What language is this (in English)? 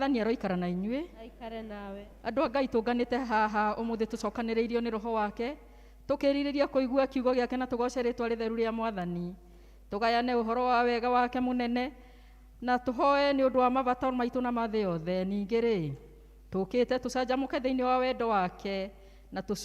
Kikuyu